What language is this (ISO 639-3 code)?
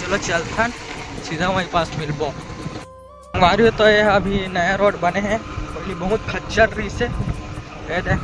hne